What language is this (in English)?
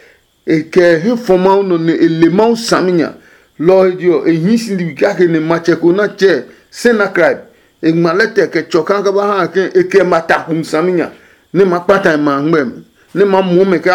Adangme